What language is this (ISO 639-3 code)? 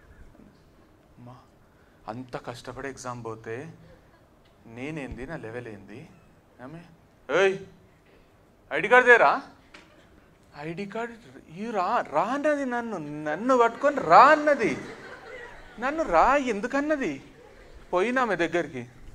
tel